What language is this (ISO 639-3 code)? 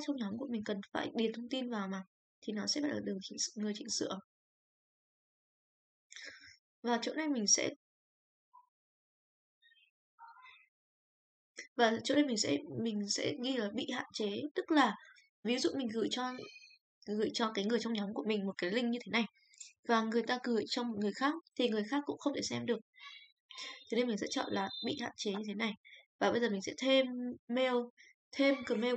vie